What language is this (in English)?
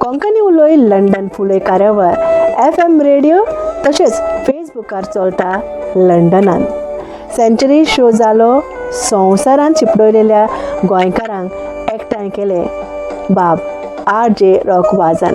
Konkani